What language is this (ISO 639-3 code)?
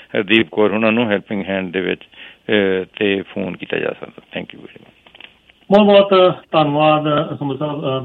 pan